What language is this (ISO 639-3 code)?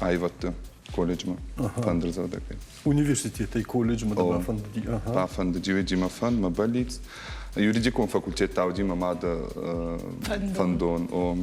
oss